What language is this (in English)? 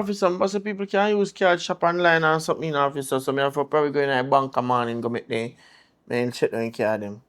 Jamaican Creole English